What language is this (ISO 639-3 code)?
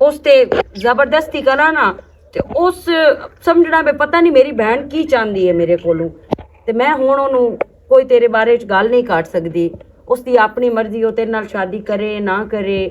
lah